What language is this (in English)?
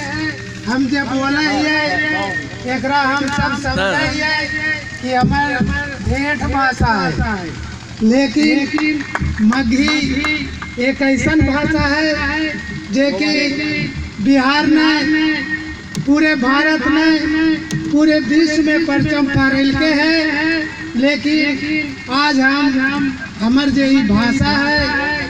Magahi